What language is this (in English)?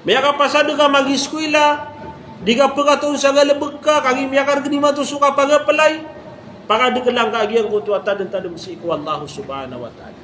Maranao